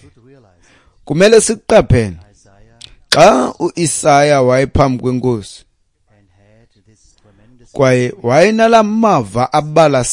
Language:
Xhosa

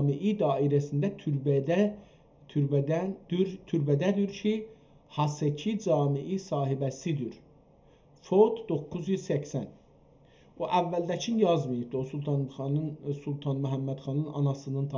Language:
South Azerbaijani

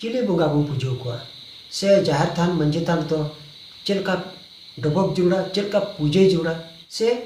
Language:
Santali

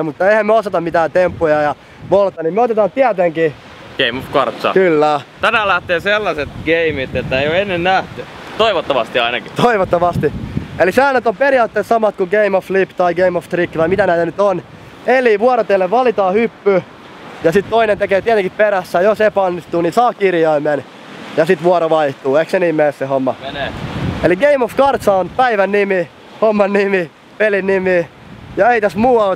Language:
Finnish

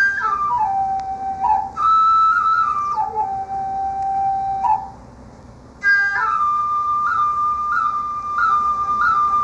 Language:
Kinyarwanda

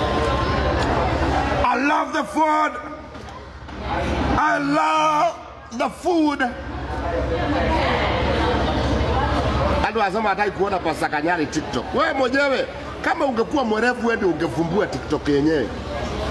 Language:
Swahili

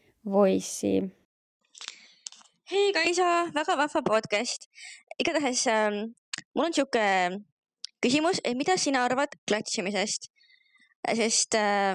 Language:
Estonian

